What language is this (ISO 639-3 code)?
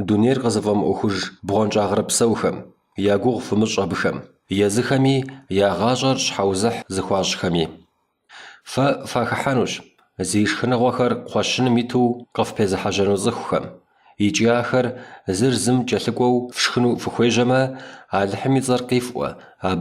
kbd